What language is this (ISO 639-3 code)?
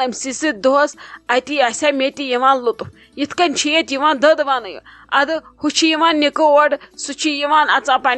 kas